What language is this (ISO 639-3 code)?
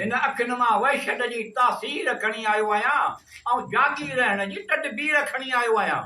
snd